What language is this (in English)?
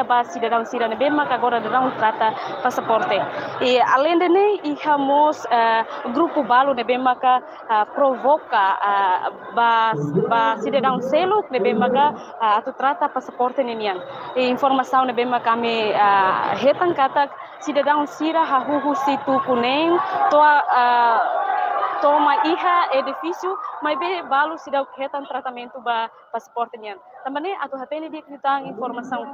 Tetum